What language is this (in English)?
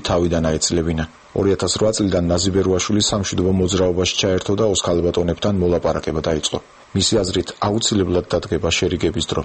Georgian